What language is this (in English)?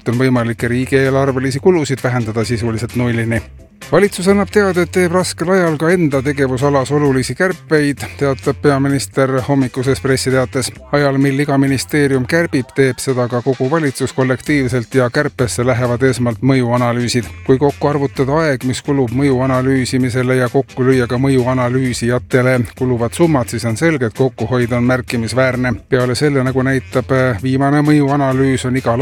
Estonian